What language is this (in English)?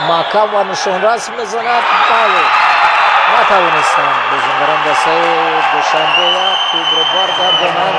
Tajik